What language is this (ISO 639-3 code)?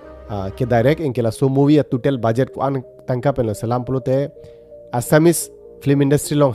mjw